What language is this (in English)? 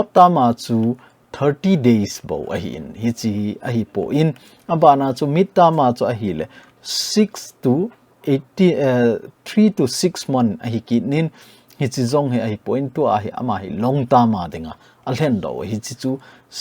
Thado Chin